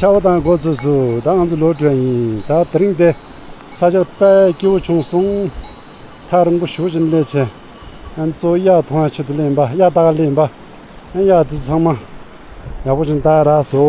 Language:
Tibetan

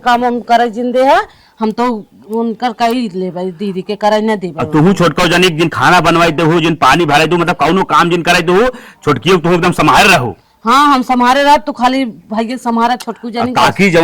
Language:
Awadhi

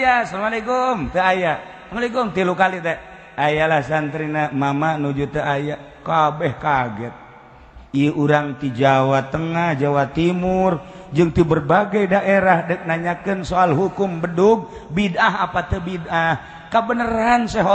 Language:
Sundanese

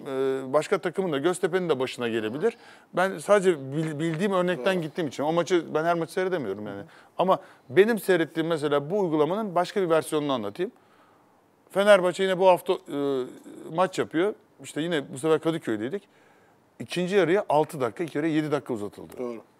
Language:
Turkish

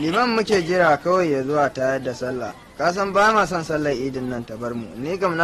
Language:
Hausa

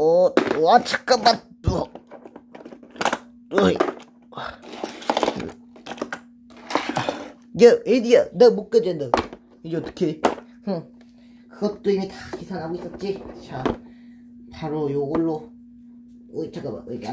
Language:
Korean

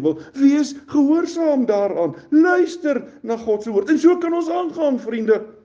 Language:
Afrikaans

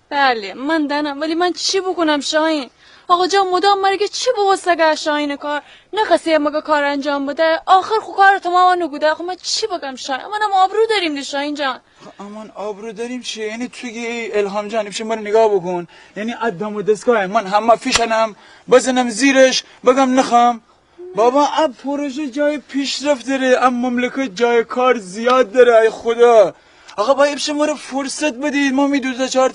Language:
Gilaki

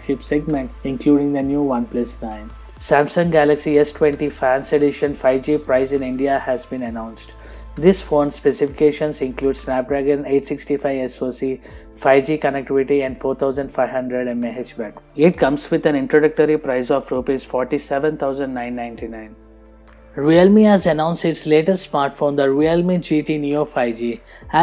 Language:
English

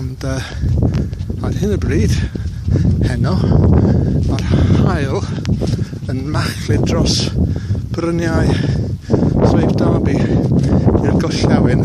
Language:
Welsh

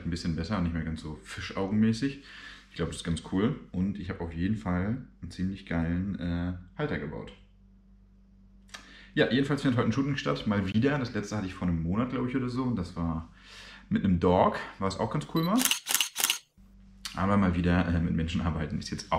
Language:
German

